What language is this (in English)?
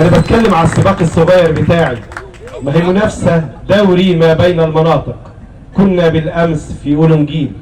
Egyptian Arabic